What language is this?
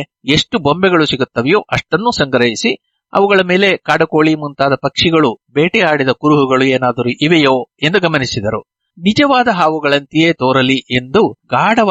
Kannada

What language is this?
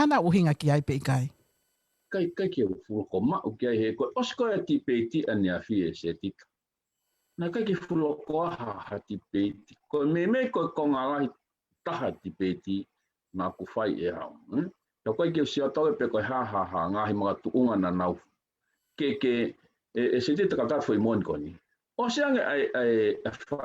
Tongan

